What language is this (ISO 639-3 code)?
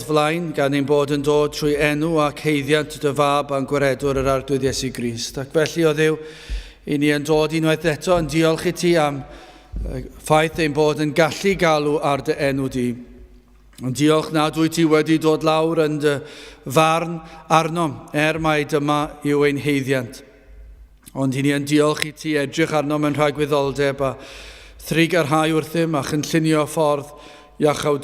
cym